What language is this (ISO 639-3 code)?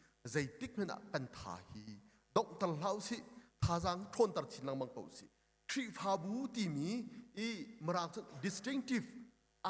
cnh